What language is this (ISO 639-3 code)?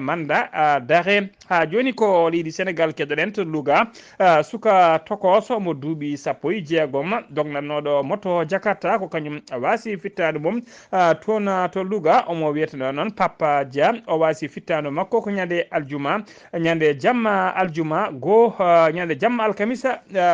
ful